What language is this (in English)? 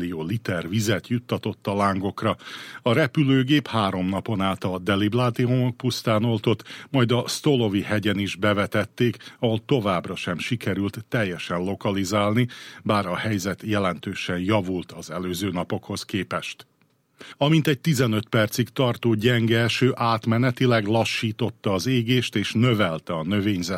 Hungarian